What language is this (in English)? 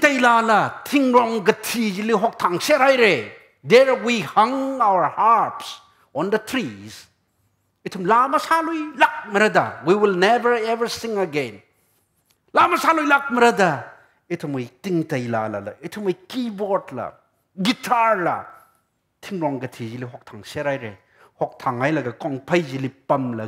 Tangkhul Naga (India)